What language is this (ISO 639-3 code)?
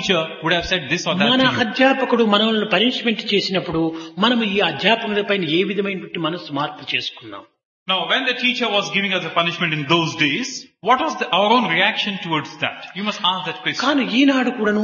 tel